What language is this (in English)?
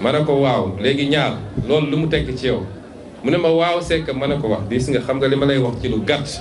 Wolof